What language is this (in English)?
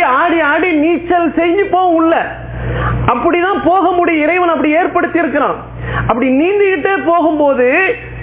Tamil